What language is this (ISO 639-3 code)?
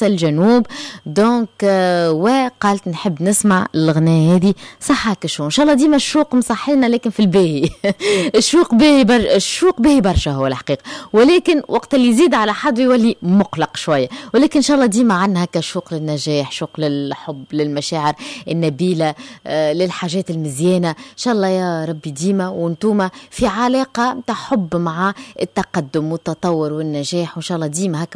aeb